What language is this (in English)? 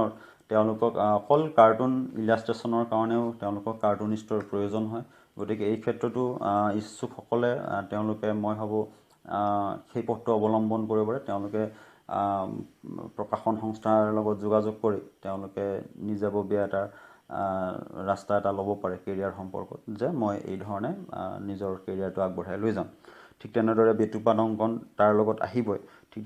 Assamese